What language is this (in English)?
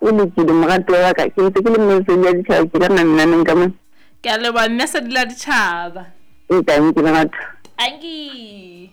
Southern Sotho